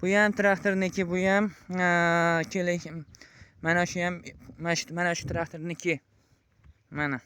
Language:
Uzbek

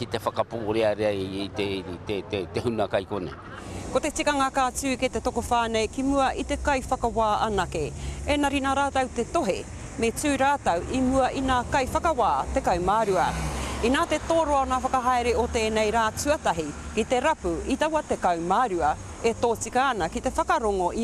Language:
Māori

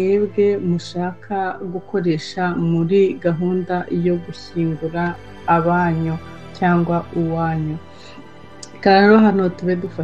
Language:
Kinyarwanda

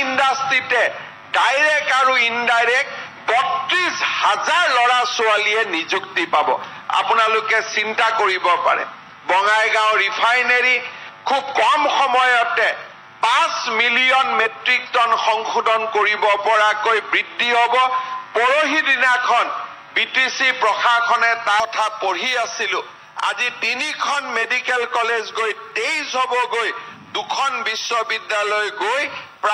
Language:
Assamese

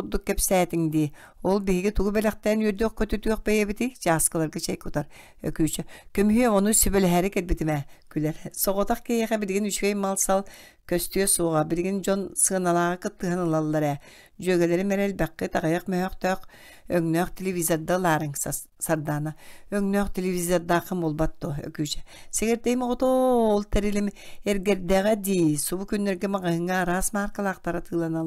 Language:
Yakut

